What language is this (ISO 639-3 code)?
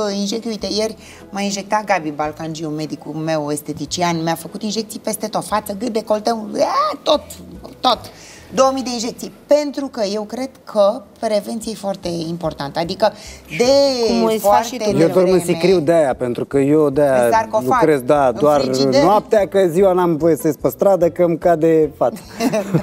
ron